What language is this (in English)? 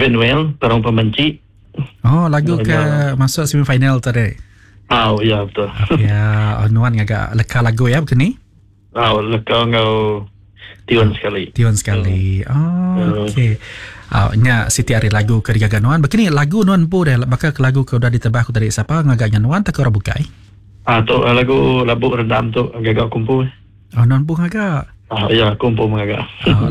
Iban